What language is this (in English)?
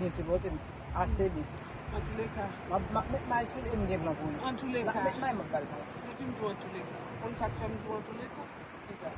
Haitian Creole